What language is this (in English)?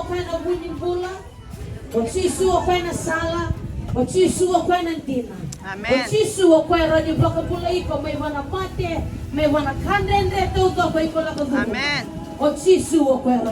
Fijian